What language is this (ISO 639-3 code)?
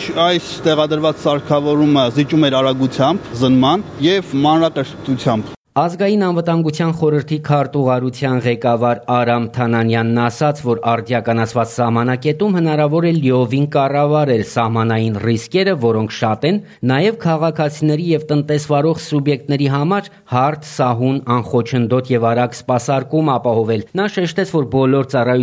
hye